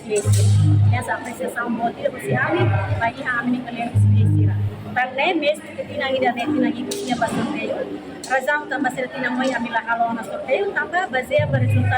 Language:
Tetum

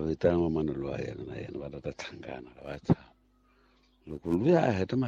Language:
Tsonga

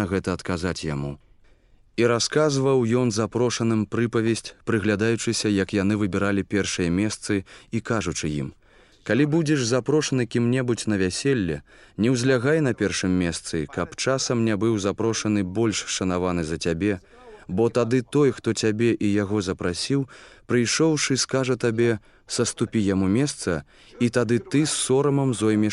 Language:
Belarusian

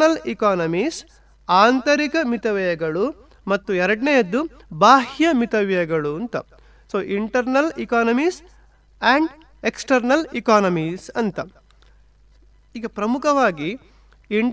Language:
Kannada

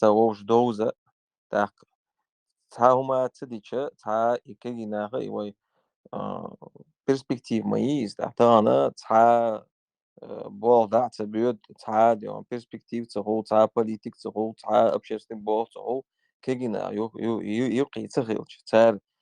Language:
Chechen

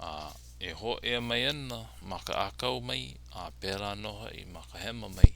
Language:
Hawaiian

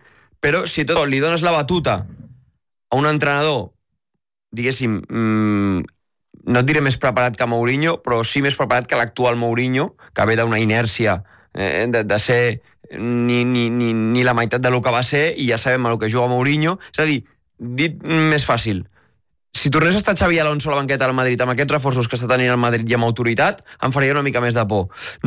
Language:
Catalan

